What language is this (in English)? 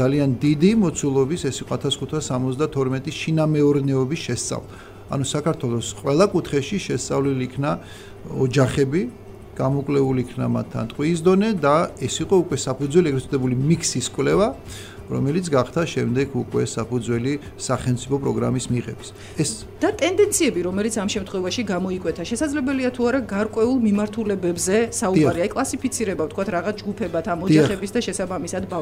Georgian